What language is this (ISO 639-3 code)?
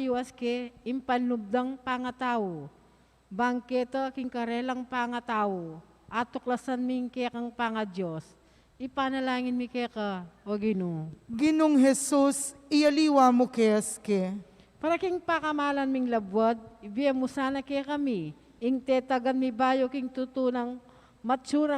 pam